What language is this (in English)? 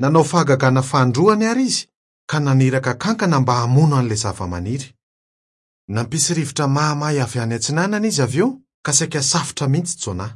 Malagasy